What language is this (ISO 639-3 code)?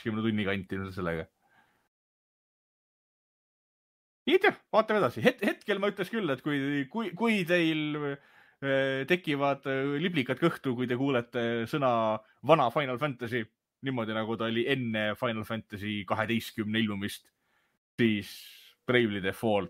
est